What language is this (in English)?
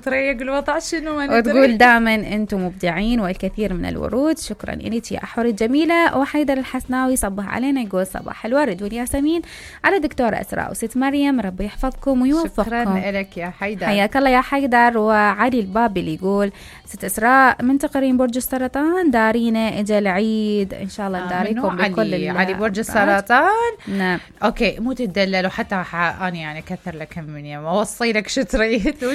Mesopotamian Arabic